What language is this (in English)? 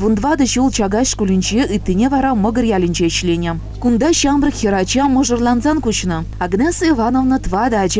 Chuvash